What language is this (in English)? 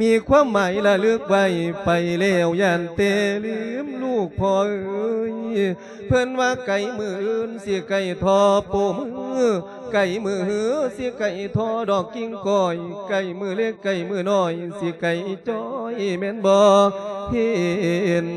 Lao